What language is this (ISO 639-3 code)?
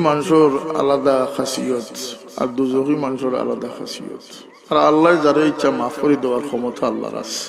syl